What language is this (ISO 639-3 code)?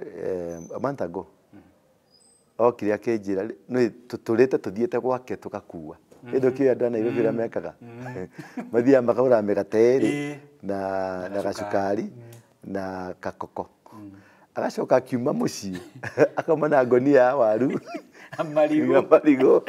kik